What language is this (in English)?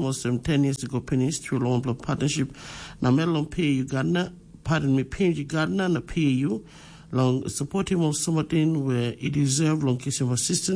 Tok Pisin